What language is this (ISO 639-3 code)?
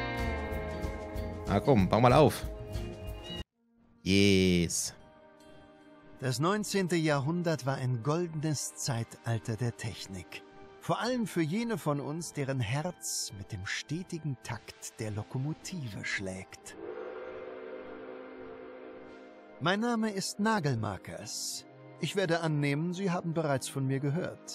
deu